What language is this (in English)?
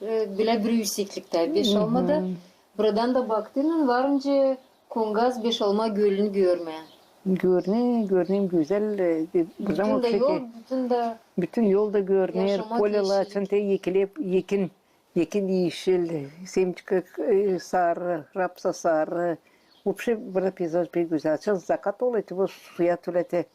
Gagauz